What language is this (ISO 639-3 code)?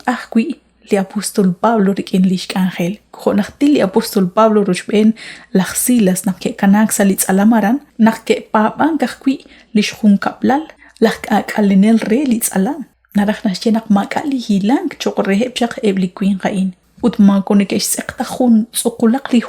kek